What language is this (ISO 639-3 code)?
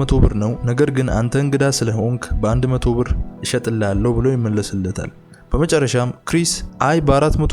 amh